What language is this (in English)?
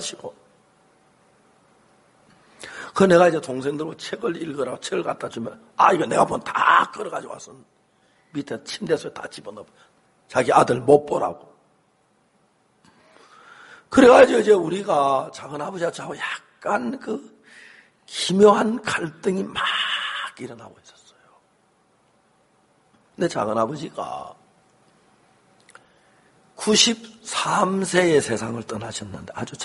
Korean